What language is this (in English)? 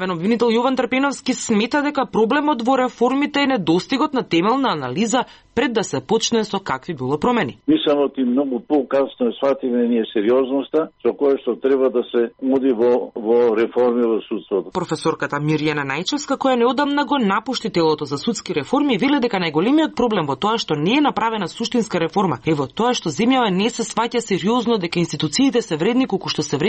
Macedonian